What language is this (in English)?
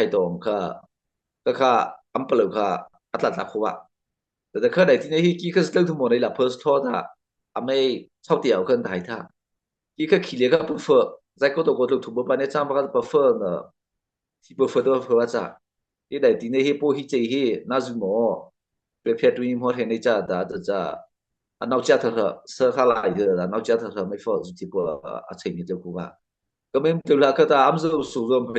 Mara Chin